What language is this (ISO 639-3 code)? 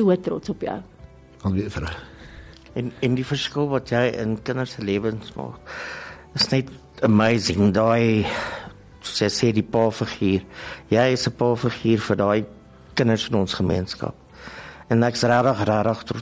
afr